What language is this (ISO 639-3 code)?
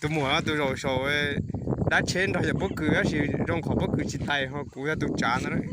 hmn